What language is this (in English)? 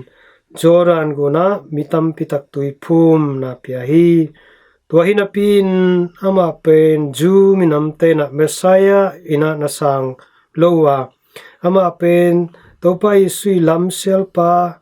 Tedim Chin